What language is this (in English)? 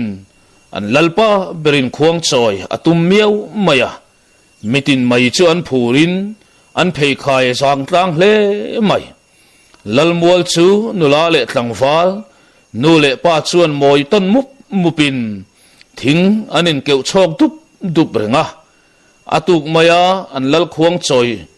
Mizo